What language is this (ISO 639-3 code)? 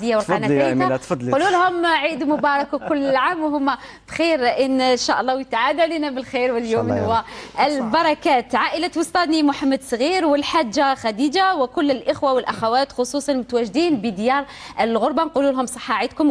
arq